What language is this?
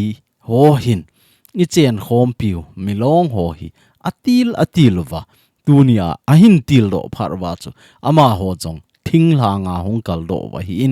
Thado Chin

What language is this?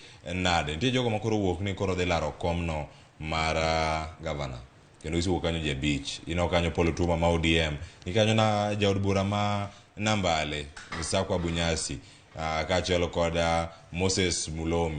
Luo (Kenya and Tanzania)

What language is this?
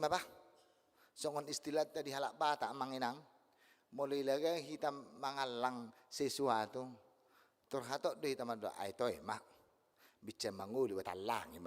Batak Toba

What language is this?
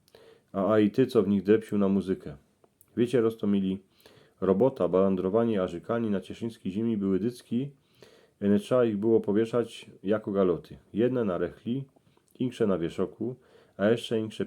Silesian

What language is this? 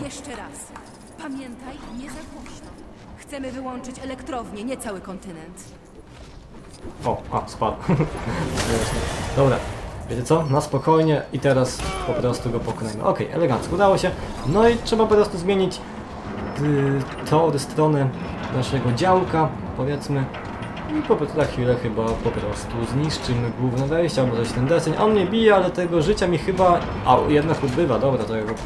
Polish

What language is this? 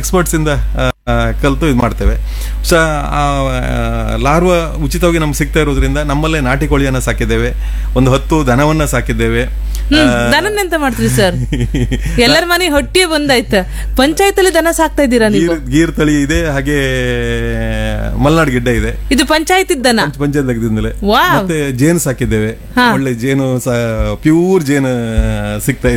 Kannada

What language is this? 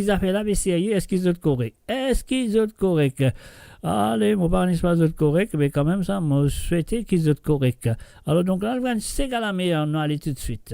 Morisyen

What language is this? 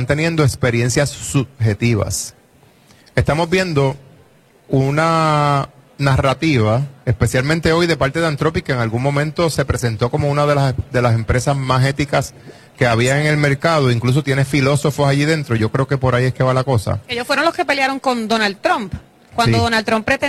Spanish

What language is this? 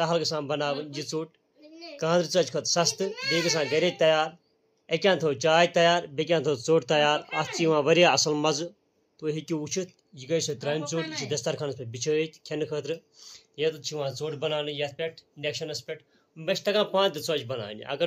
Kashmiri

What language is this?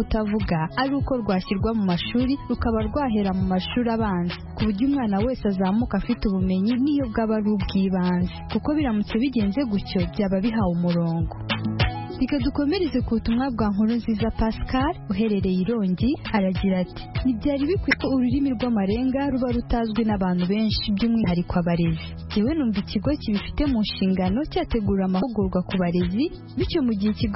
Kinyarwanda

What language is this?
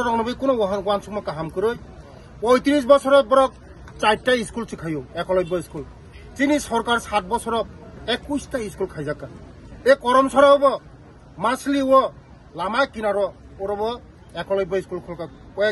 Kok Borok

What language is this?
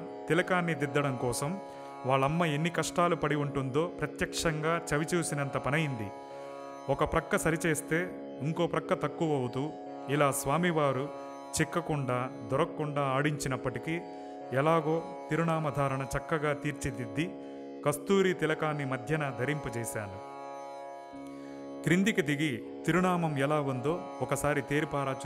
Telugu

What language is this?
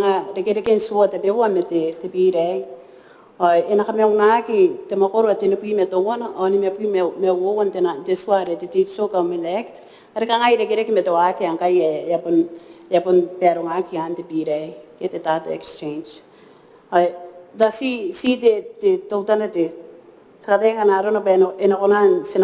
Gilbertese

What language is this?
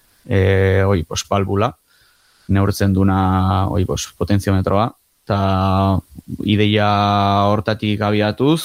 Basque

